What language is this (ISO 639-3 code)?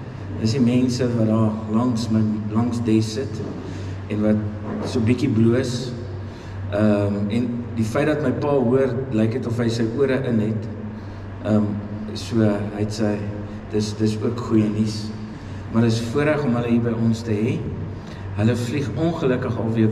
afr